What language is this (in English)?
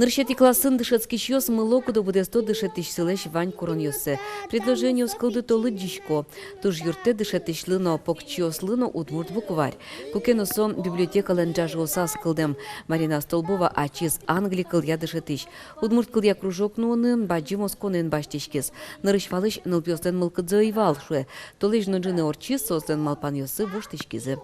Udmurt